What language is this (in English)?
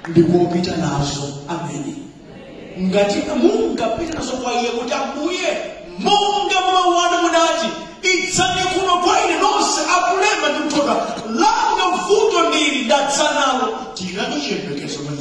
Nyanja